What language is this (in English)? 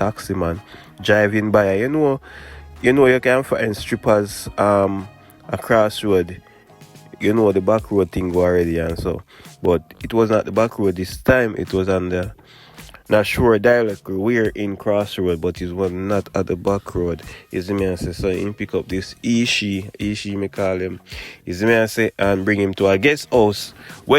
Jamaican Creole English